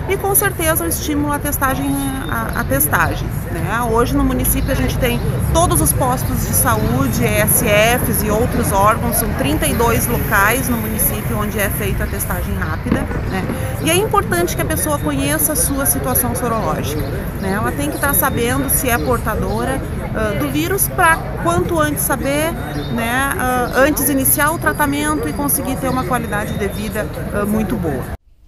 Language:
Portuguese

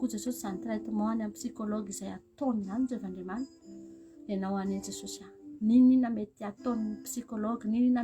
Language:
Malagasy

